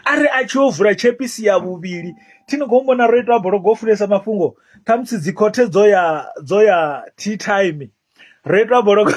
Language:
Venda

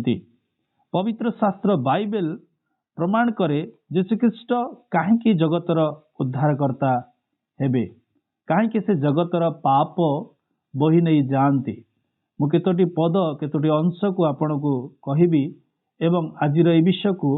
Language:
Odia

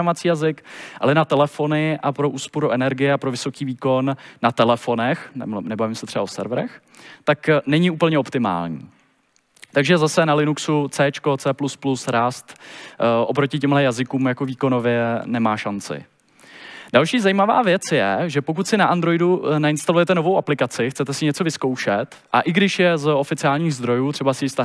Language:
Czech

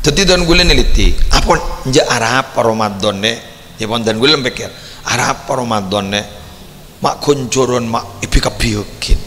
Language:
Madurese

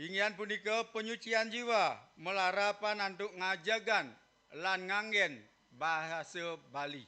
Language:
Balinese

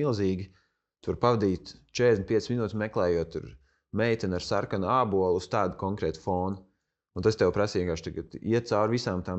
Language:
Latvian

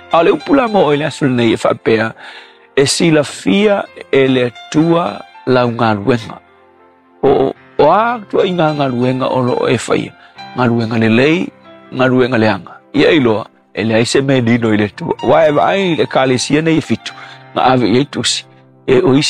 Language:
Samoan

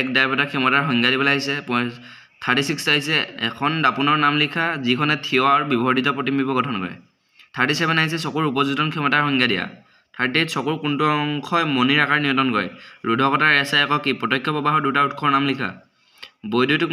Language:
Assamese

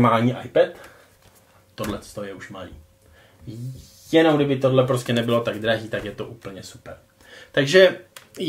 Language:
Czech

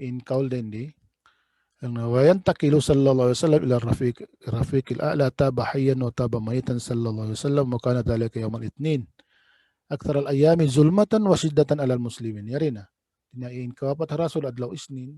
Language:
Tausug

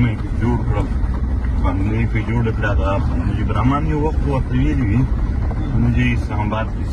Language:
Pashto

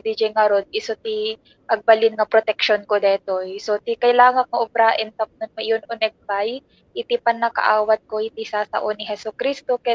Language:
Iloko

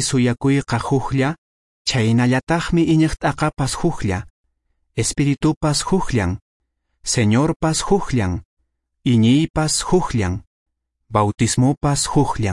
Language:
Quechua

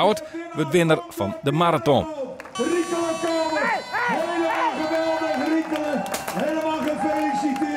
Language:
Western Frisian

